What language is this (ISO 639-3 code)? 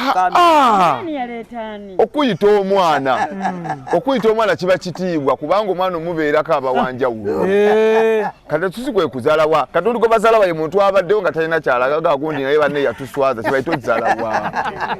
lug